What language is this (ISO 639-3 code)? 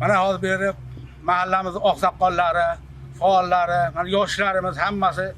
uzb